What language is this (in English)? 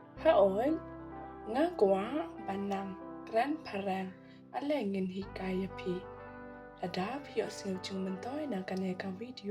Khasi